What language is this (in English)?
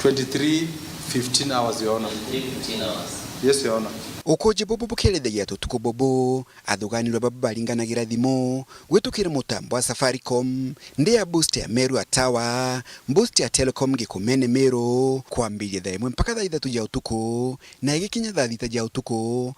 Meru